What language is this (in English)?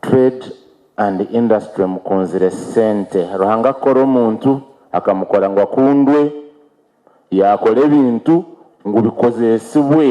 Nyankole